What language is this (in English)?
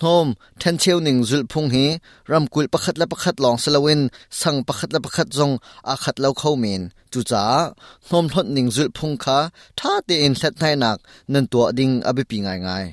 Hakha Chin